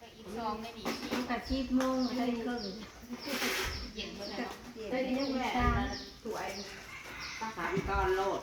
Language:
Northeastern Thai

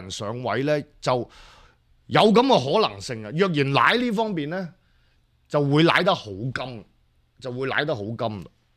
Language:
Cantonese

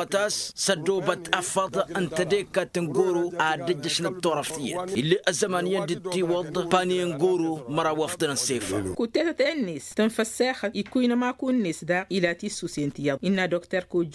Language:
Tamasheq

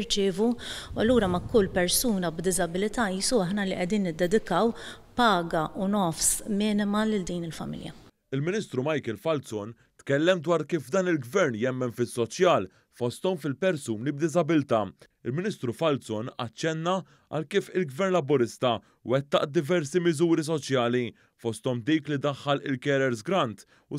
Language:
Maltese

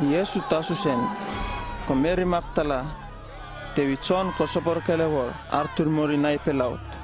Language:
Uripiv-Wala-Rano-Atchin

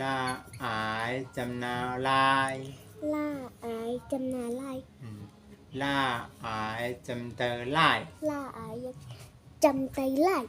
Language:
Shan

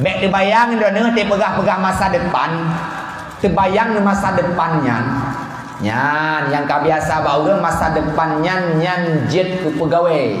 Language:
Achinese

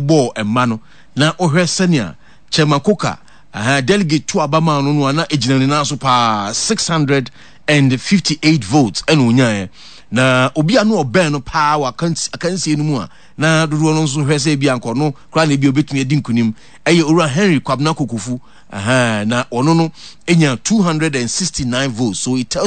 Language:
Akan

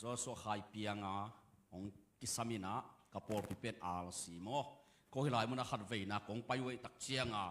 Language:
Tedim Chin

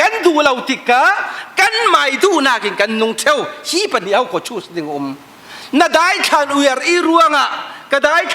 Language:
Falam Chin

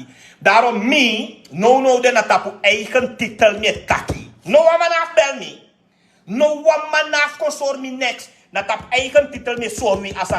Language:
Sranan Tongo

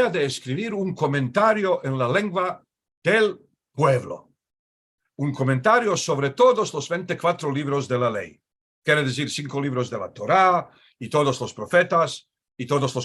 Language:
Ladino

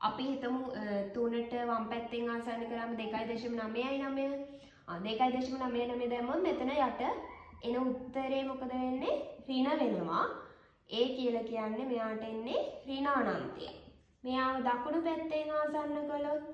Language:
Sinhala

